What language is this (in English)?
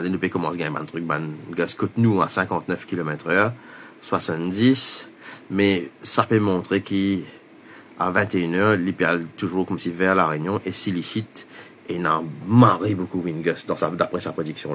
Morisyen